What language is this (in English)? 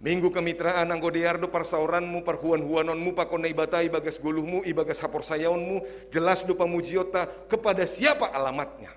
Batak Simalungun